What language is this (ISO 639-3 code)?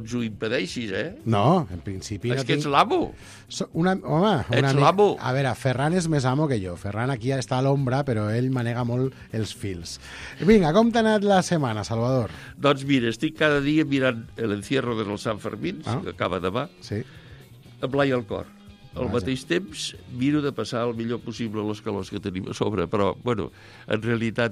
cat